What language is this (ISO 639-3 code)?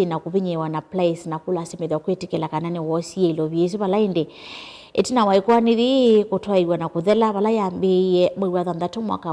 kam